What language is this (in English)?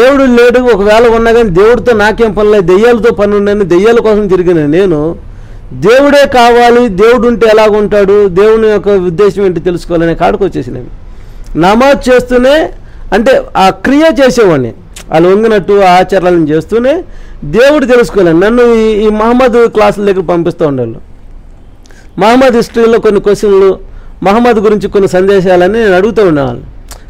Telugu